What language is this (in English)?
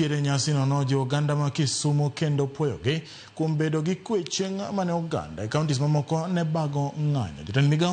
Luo (Kenya and Tanzania)